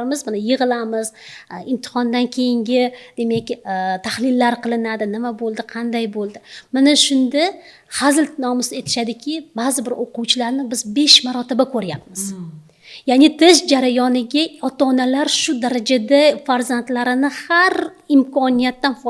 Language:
Uzbek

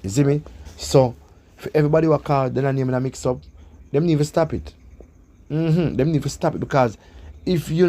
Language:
Jamaican Creole English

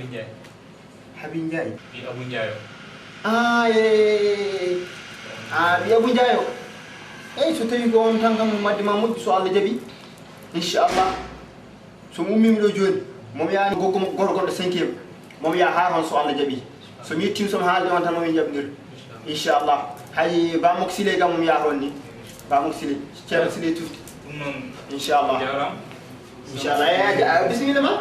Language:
Fula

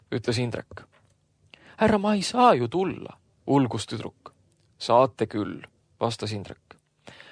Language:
Estonian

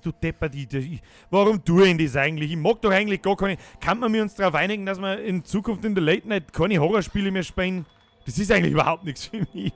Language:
Bavarian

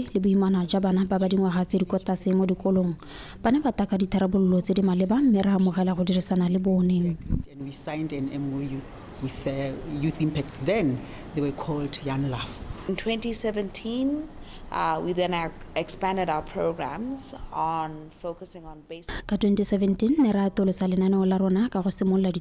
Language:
Tswana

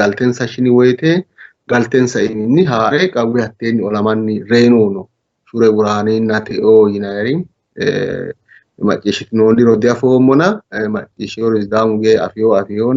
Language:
Sidamo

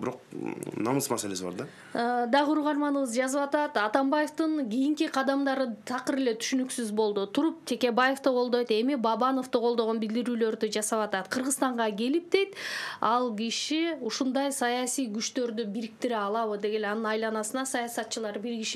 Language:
Kyrgyz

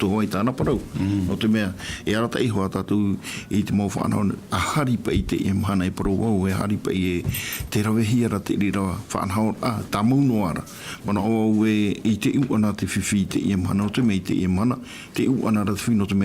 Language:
Tahitian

